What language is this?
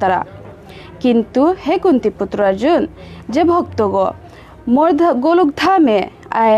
Bishnupriya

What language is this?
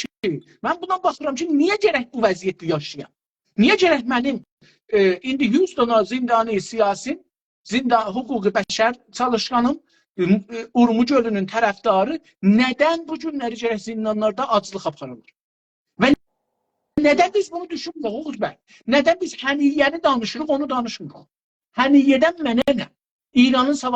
South Azerbaijani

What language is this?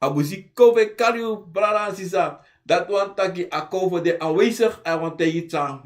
Sranan Tongo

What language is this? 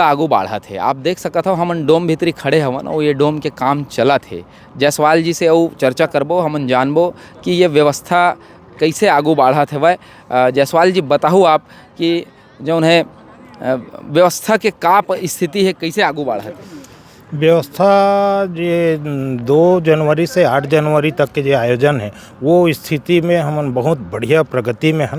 Chhattisgarhi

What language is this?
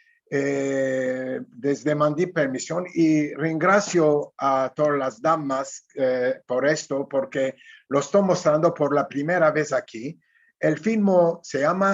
Ladino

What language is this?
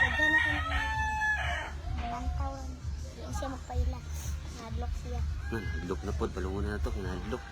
Cebuano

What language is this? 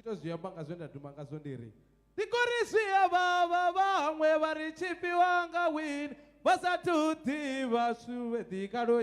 Venda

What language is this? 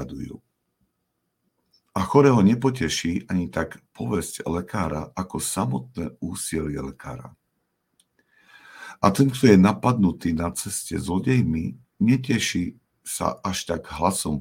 Slovak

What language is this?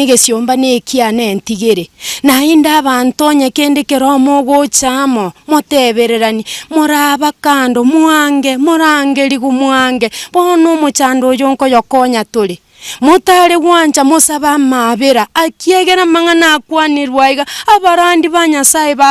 Gusii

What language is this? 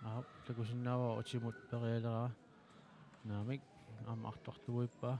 Kalaallisut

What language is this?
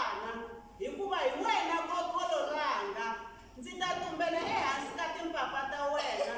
Tsonga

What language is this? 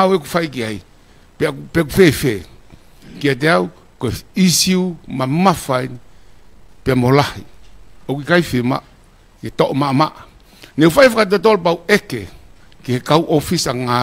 Tongan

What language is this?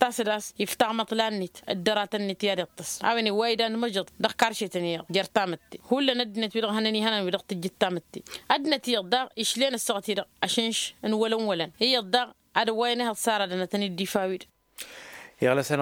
Tamasheq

